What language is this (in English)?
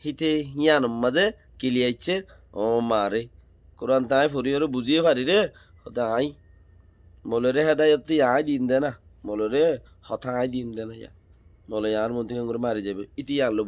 Rohingya